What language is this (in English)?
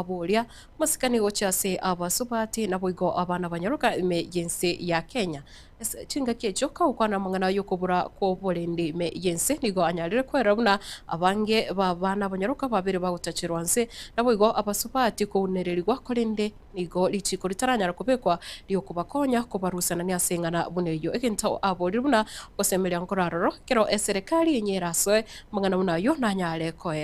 Gusii